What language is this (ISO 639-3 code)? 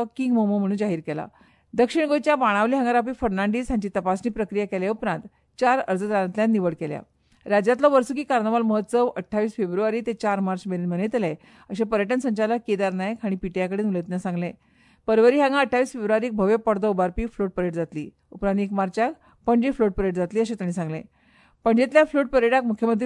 kok